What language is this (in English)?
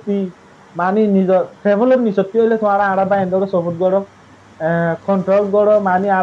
Rohingya